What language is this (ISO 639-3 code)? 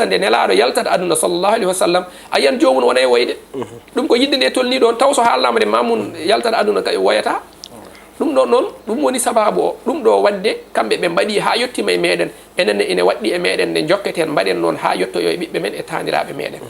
ful